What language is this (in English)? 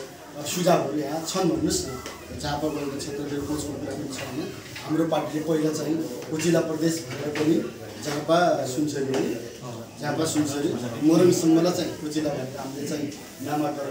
Nepali